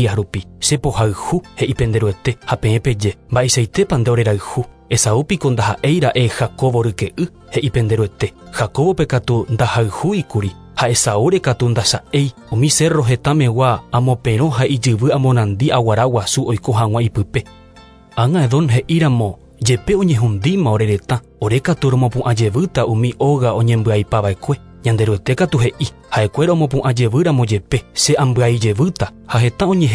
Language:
Guarani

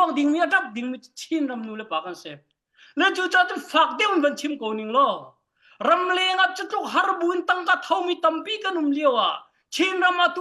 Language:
Hakha Chin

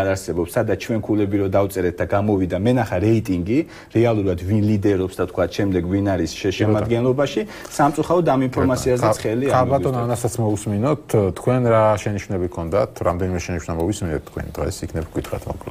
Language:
Georgian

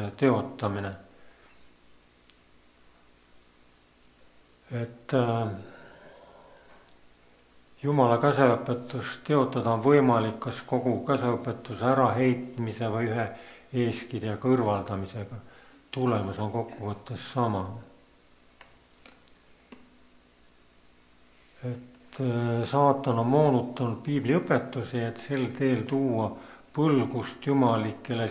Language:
Estonian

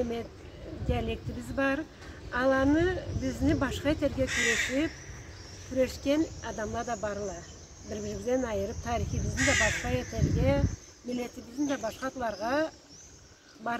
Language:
Karachay-Balkar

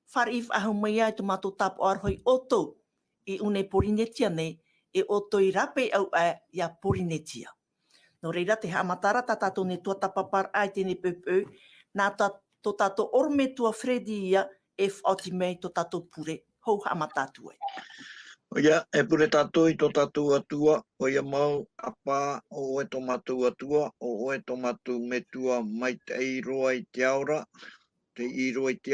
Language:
Tahitian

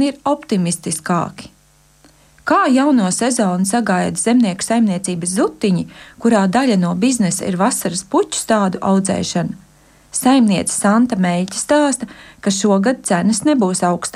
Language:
Latvian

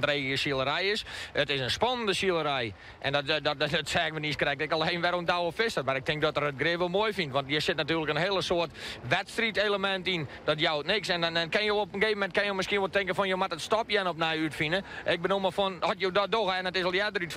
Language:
Western Frisian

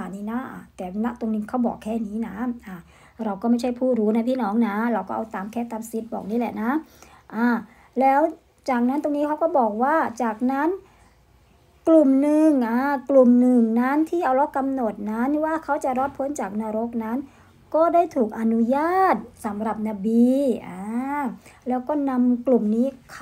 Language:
Thai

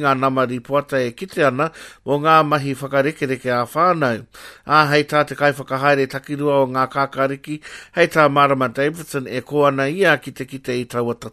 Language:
Māori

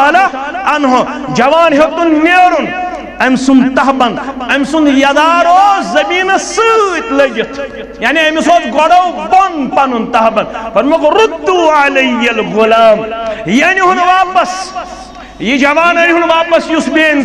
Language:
Kashmiri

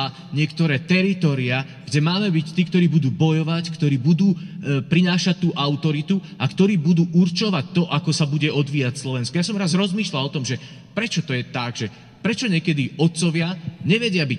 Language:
Slovak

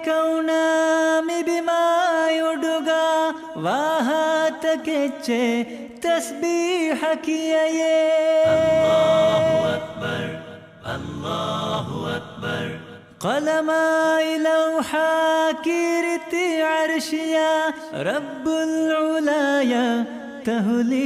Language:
Divehi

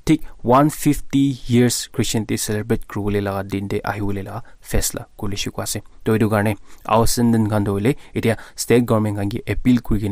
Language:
Naga Pidgin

